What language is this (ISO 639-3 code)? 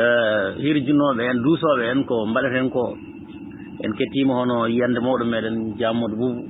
ful